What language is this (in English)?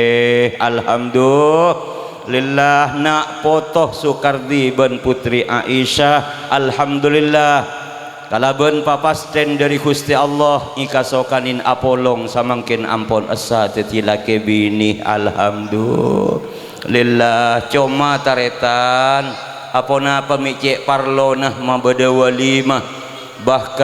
Madurese